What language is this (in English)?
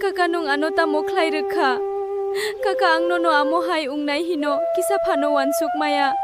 Kok Borok